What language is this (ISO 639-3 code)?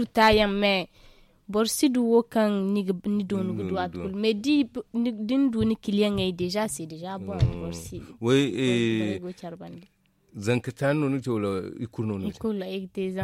dje